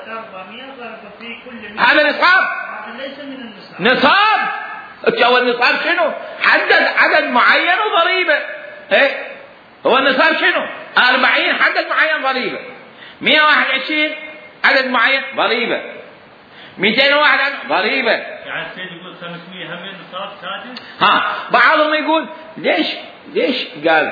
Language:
Mesopotamian Arabic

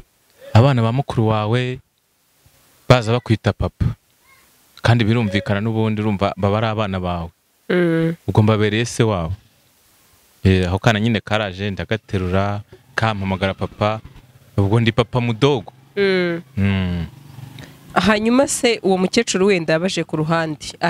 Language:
Kinyarwanda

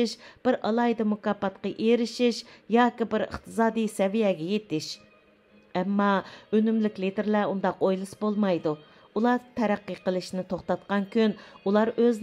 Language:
Uyghur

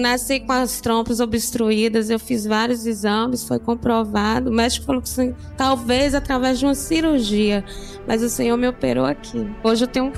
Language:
Portuguese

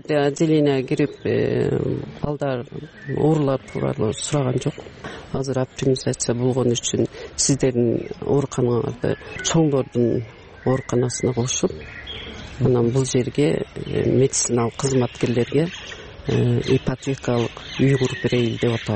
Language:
Kyrgyz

